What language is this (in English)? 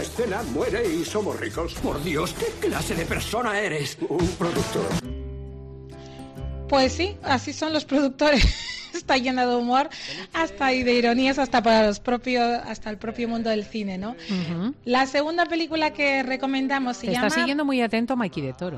Spanish